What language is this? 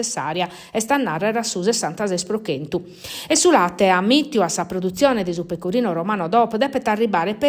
Sardinian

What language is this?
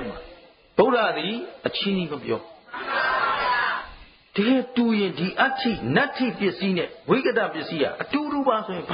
Burmese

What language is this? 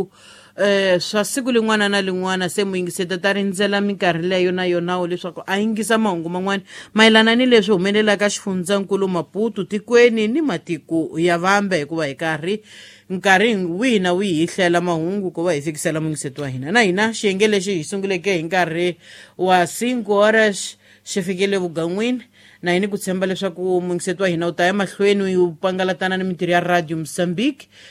Tsonga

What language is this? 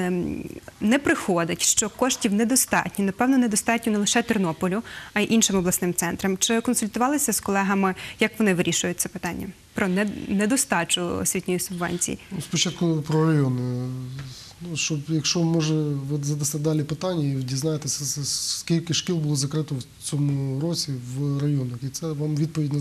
Ukrainian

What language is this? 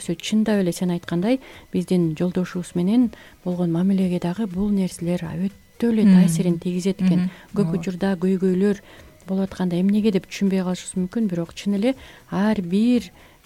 Kyrgyz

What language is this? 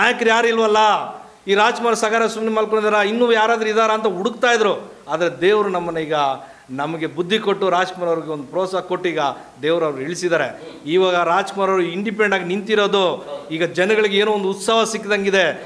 Kannada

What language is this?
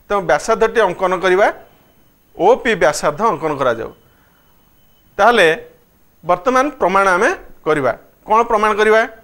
Odia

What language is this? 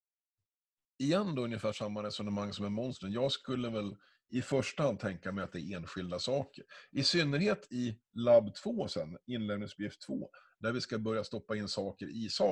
Swedish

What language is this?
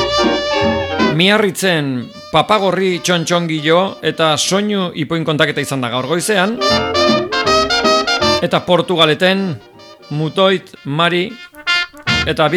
Basque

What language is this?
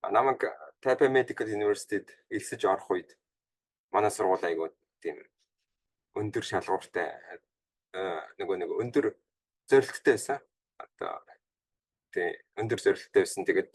Mongolian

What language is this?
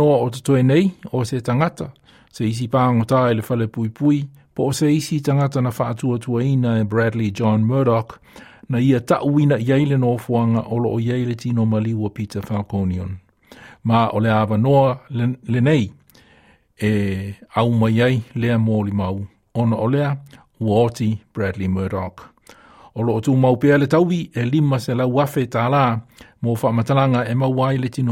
Samoan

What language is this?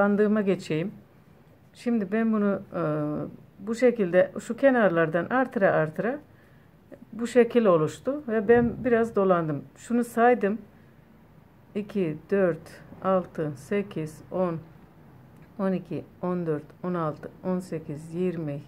Turkish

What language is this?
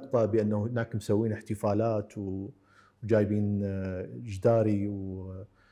Mesopotamian Arabic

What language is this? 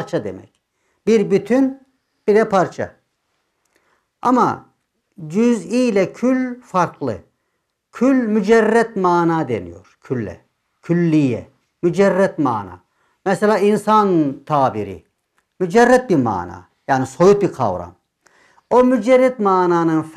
Turkish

